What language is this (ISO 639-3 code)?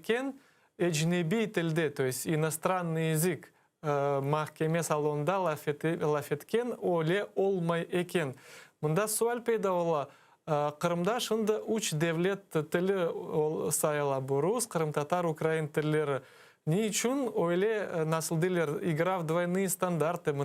crh